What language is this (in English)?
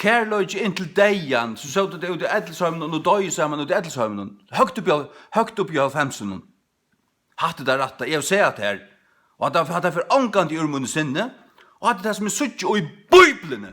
Faroese